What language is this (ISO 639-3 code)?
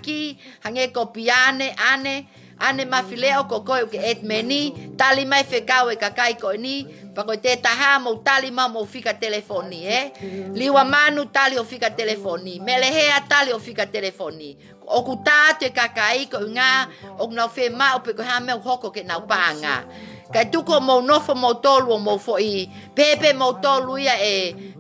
ton